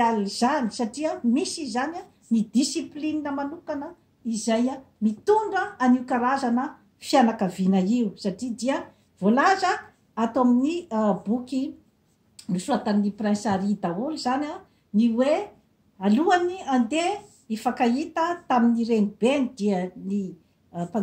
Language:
Malagasy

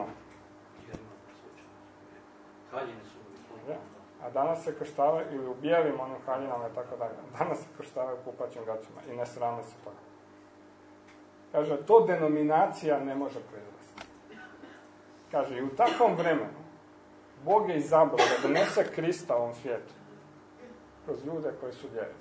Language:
Croatian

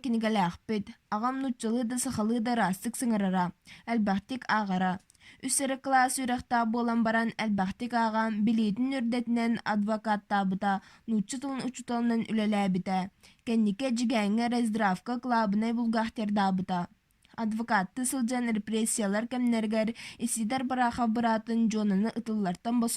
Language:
Yakut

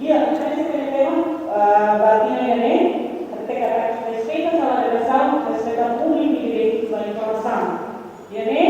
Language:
Tetum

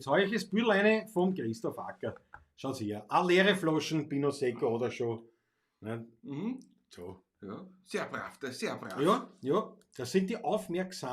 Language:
Bavarian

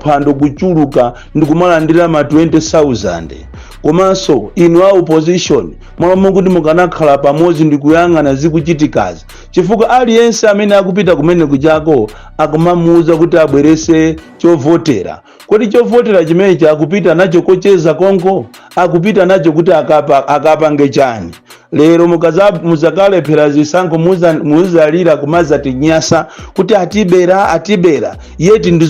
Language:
Nyanja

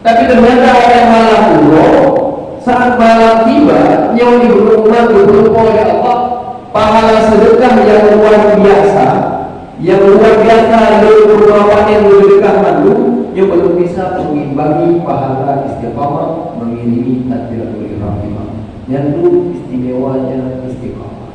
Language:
Achinese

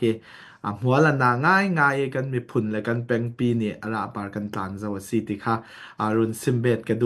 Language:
Falam Chin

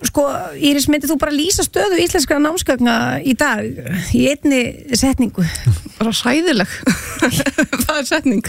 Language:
Icelandic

